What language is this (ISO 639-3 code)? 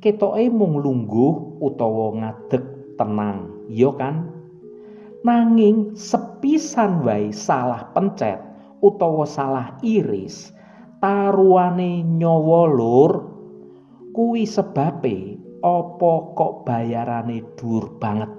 jav